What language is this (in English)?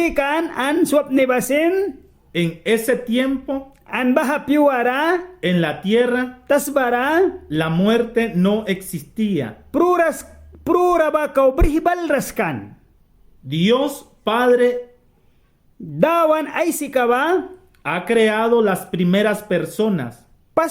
Mískito